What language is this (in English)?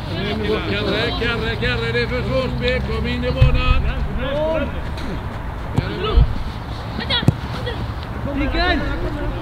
Swedish